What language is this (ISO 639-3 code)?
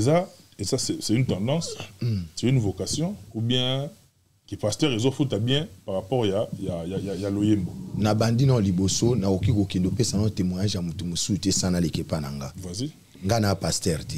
lin